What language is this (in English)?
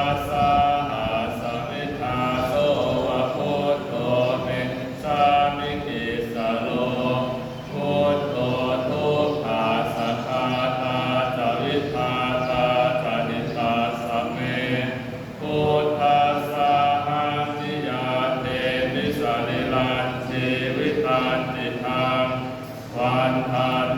Pali